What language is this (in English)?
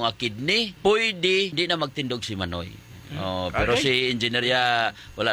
Hiligaynon